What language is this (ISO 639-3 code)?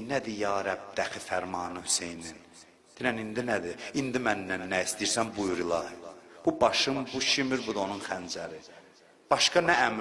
aze